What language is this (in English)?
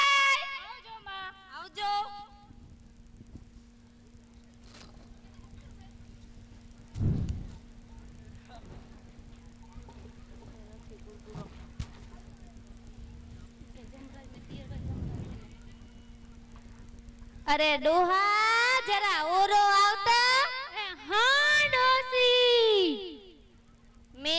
Gujarati